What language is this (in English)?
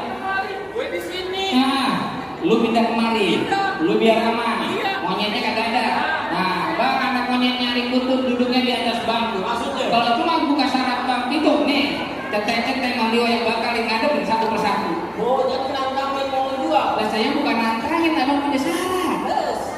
Betawi